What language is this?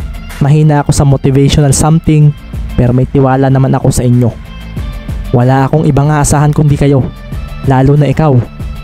Filipino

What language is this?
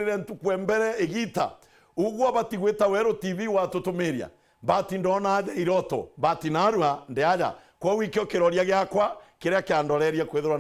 Meru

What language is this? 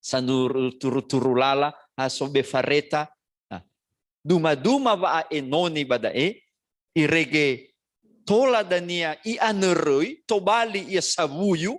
Nias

